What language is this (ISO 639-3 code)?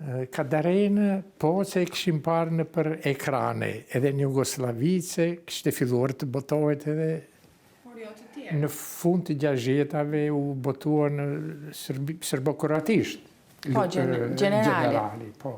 sqi